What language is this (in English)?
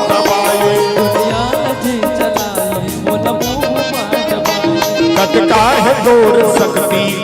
Chhattisgarhi